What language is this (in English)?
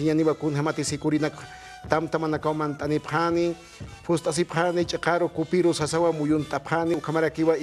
Aymara